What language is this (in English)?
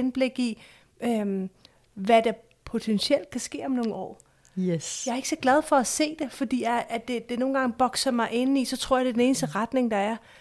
Danish